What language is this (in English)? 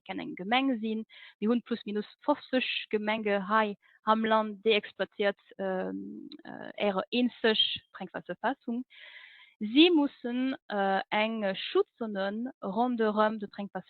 Luxembourgish